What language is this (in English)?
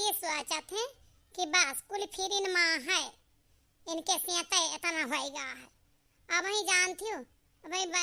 Awadhi